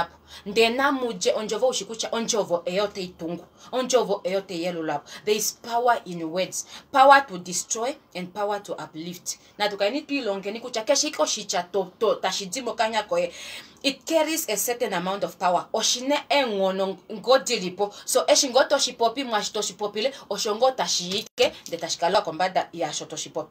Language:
Kuanyama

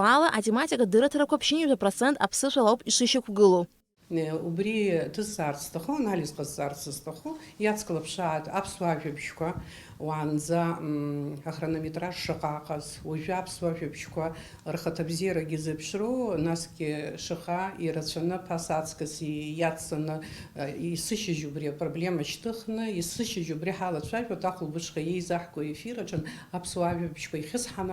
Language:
Abkhazian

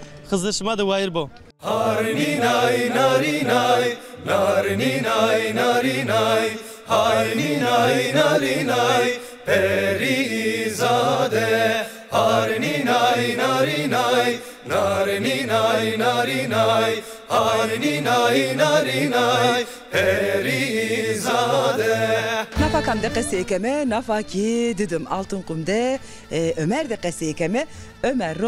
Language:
Zaza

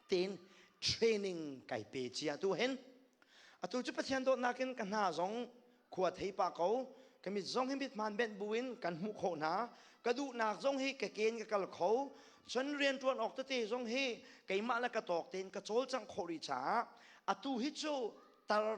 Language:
Hakha Chin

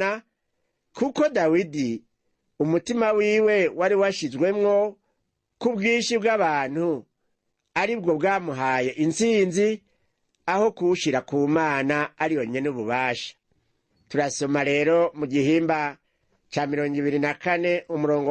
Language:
Rundi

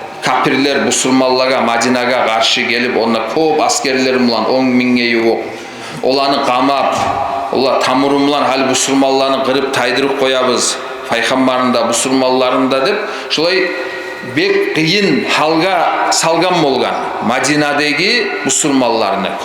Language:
Kumyk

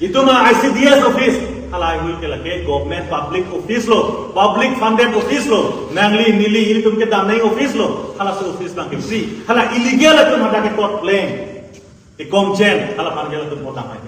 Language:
Karbi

